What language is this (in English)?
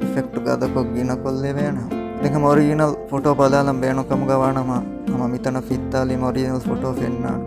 Divehi